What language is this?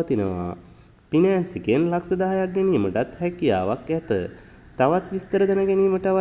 Sinhala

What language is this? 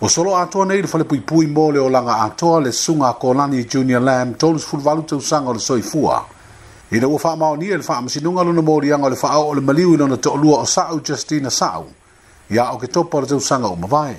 Samoan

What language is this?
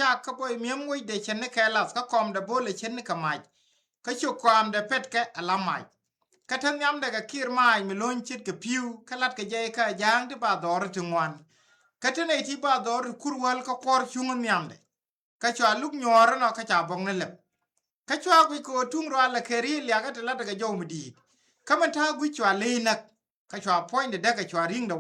Nuer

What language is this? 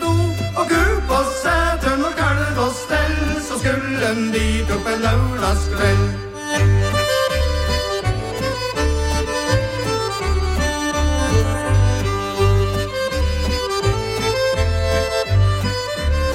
Norwegian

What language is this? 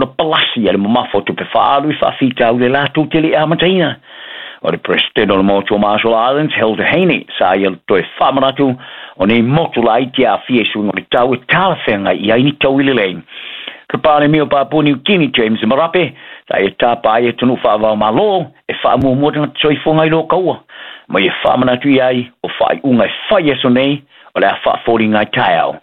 Samoan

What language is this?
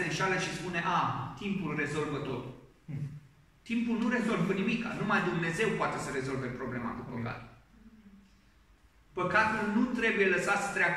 Romanian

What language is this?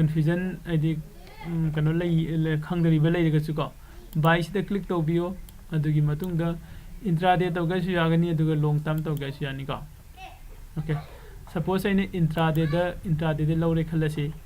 Manipuri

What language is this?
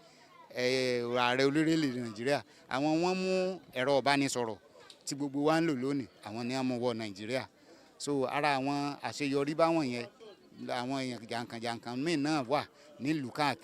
Yoruba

